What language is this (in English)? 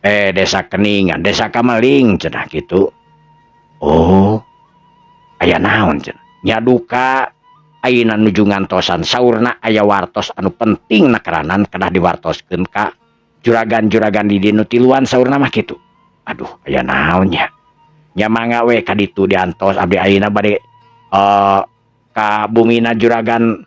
Sundanese